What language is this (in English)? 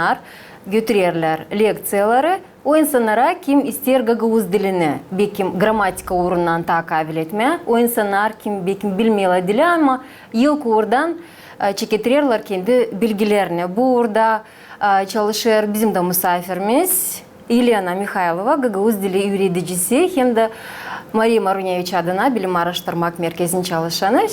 Gagauz